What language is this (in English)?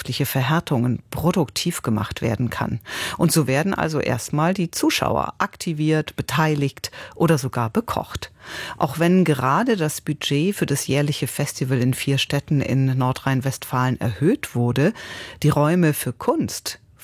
German